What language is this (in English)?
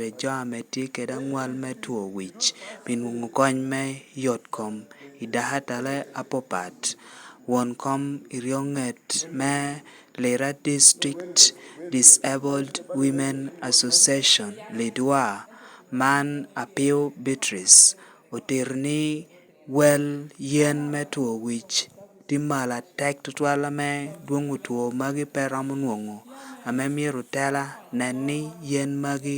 Lango (Uganda)